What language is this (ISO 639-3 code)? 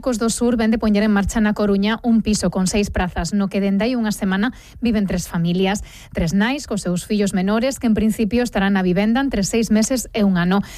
glg